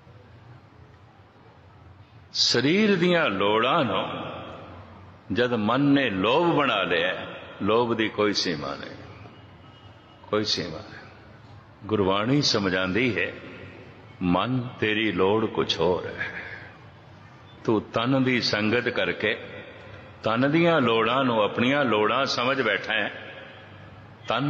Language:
Punjabi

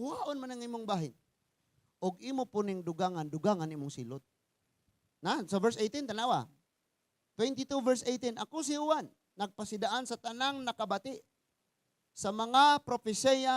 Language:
Cebuano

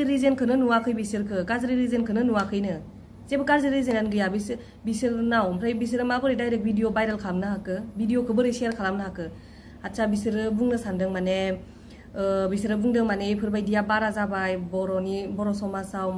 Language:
Bodo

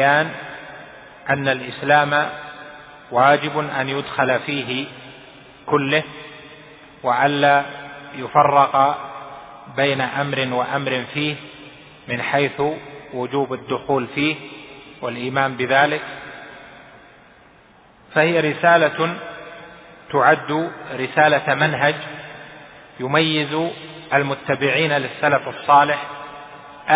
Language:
Arabic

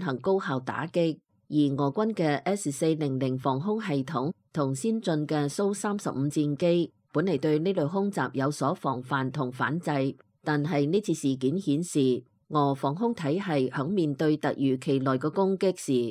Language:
Cantonese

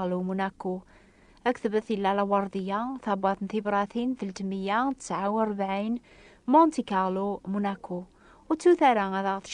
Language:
Kabyle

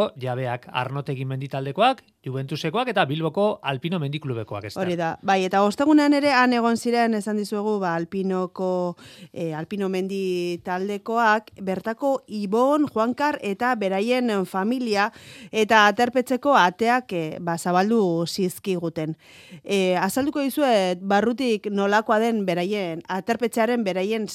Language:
Basque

